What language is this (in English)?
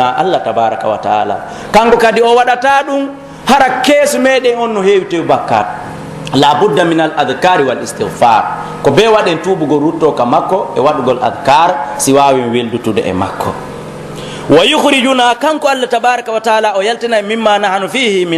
Pular